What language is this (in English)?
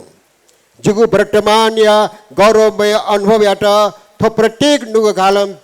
Newari